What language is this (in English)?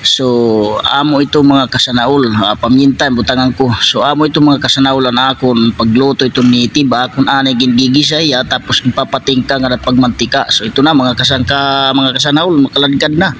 Waray